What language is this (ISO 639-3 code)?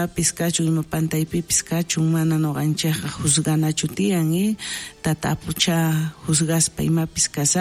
quh